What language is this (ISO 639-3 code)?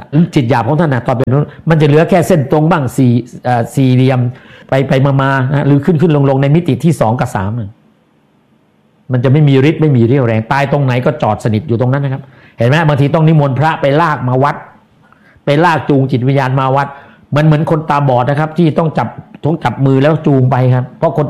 tha